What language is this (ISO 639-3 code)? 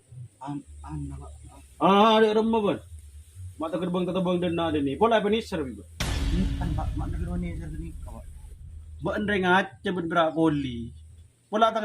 mad